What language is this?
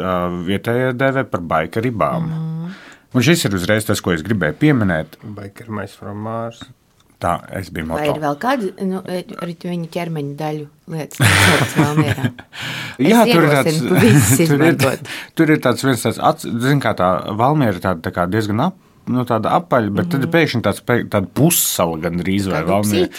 Latvian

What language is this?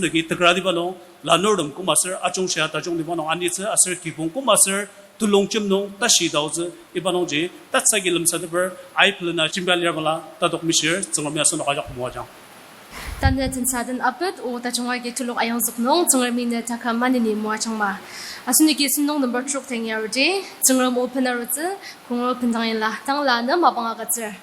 Ao Naga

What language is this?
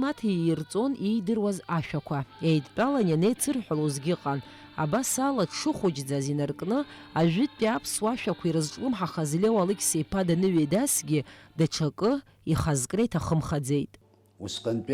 Abkhazian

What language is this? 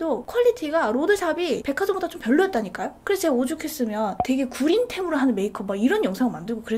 Korean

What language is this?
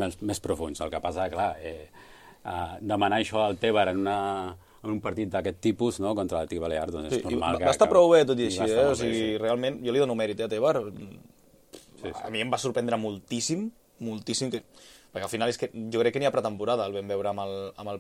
Catalan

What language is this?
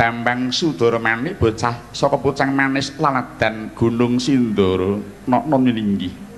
Javanese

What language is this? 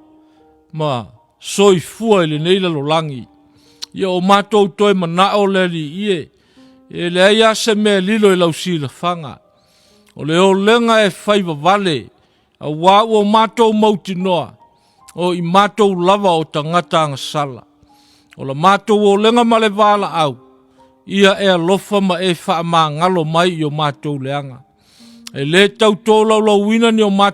Samoan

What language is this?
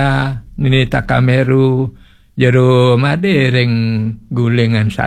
Balinese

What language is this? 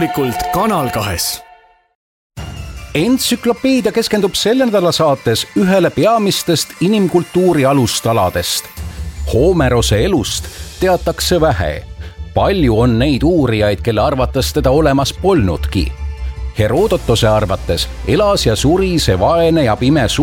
Estonian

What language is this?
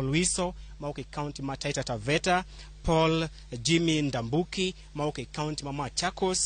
Luo (Kenya and Tanzania)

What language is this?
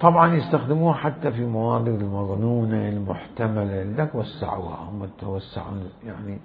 Mesopotamian Arabic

